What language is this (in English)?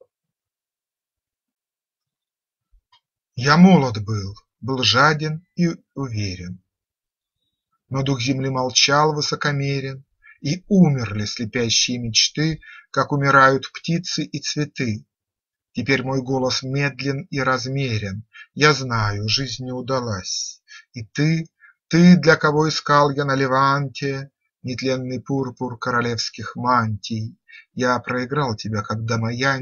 Russian